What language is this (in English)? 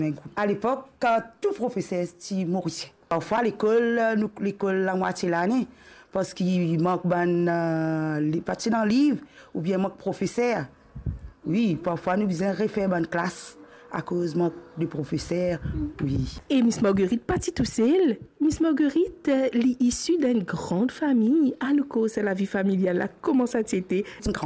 Morisyen